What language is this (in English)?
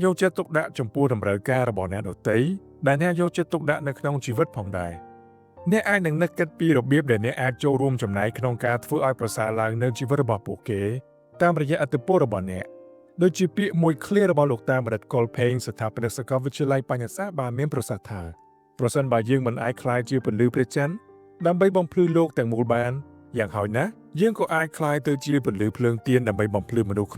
Khmer